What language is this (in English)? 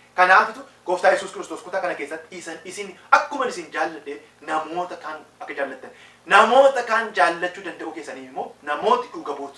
Oromo